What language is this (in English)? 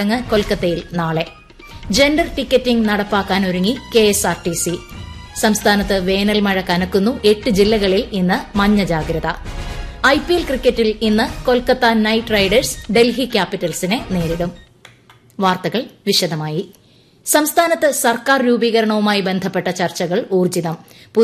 Malayalam